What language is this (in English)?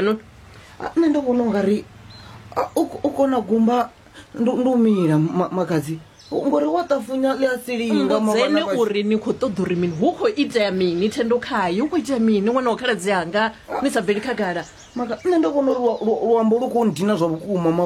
Venda